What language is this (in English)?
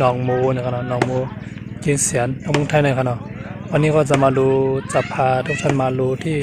Shan